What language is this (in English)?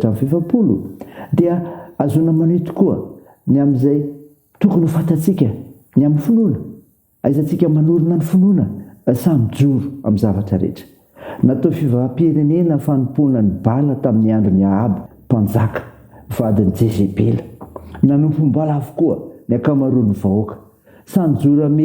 Malagasy